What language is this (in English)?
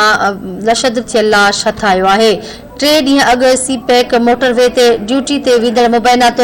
Sindhi